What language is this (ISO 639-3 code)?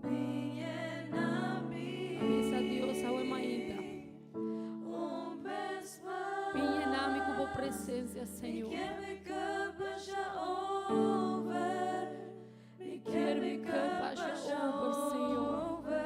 pap